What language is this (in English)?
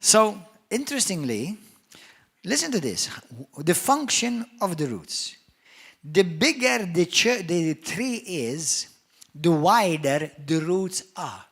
English